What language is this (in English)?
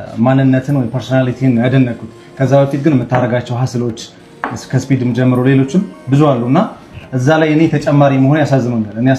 Amharic